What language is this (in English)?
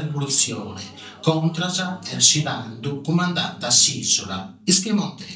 Sardinian